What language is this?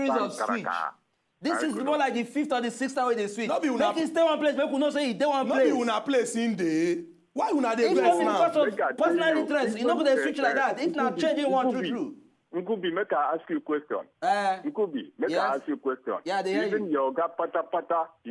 Nigerian Pidgin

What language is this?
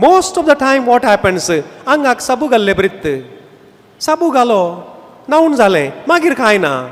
Konkani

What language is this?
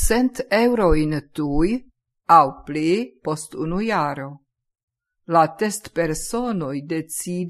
Esperanto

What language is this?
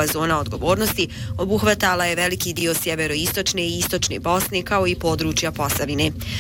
Bosnian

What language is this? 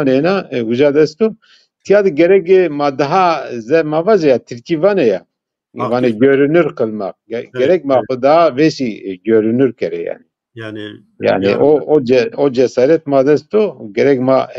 Zaza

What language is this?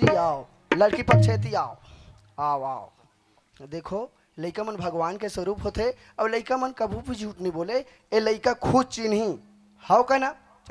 Chhattisgarhi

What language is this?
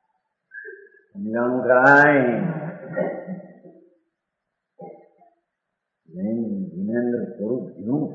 Gujarati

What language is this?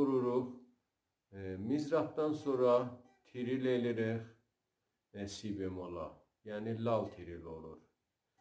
South Azerbaijani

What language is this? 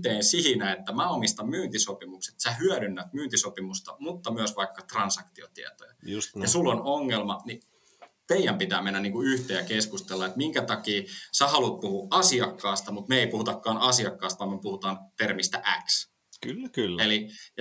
Finnish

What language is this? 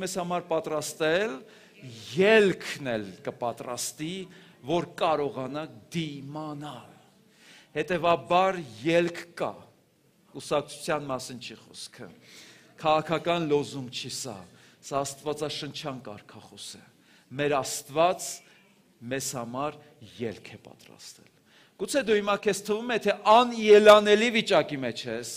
Armenian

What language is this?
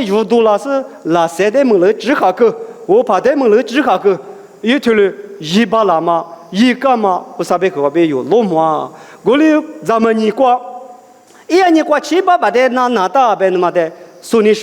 Lisu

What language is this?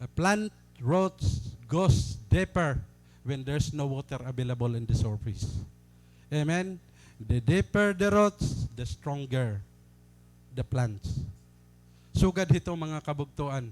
Waray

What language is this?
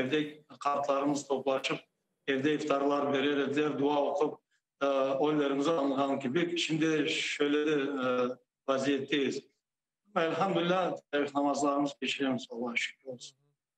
Crimean Tatar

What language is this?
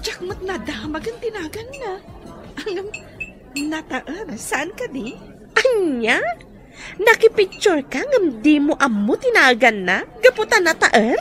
Iloko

